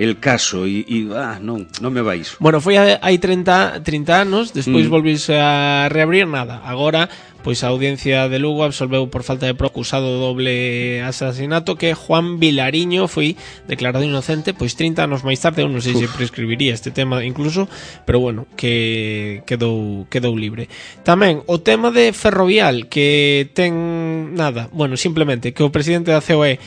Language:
Galician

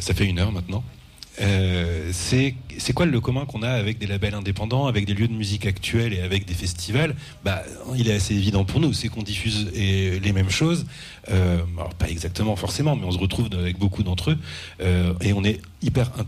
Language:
French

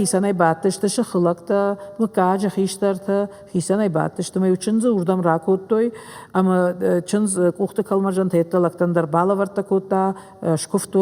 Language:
Ossetic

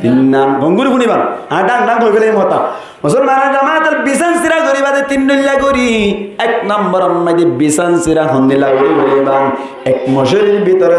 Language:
Rohingya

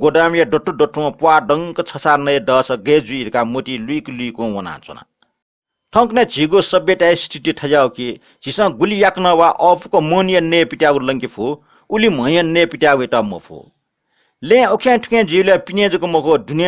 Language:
Newari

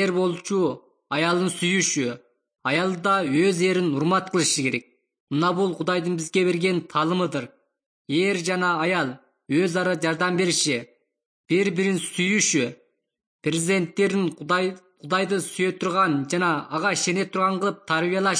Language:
Kyrgyz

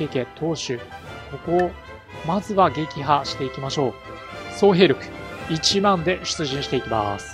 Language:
Japanese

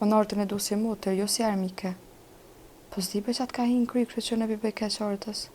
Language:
Albanian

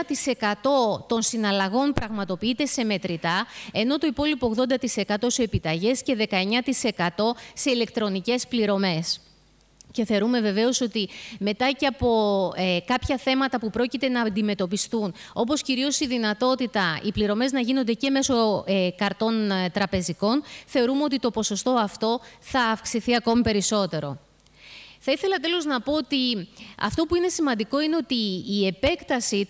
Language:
Greek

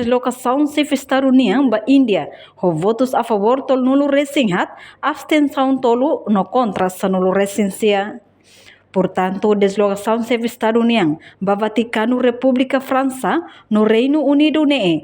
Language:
Tetum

